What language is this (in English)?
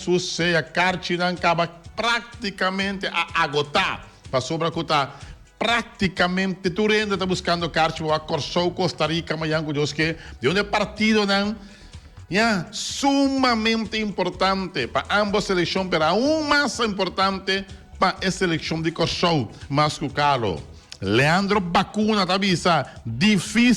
Papiamento